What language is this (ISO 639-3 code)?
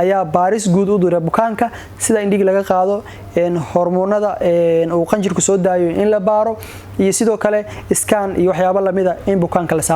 som